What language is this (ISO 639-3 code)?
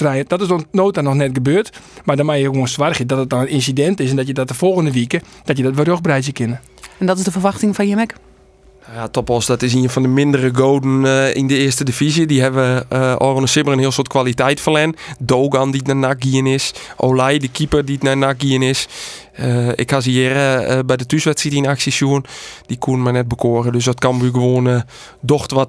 fry